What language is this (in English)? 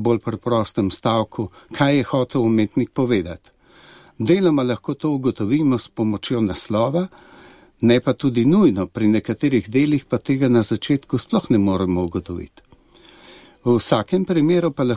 Slovenian